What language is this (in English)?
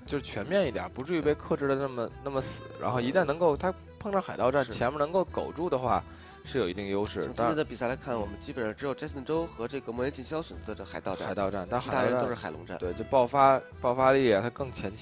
Chinese